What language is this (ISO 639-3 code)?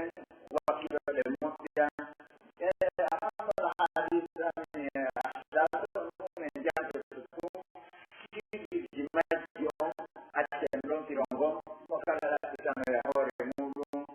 fuf